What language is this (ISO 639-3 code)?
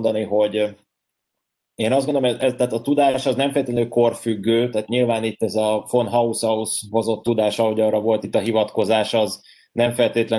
hun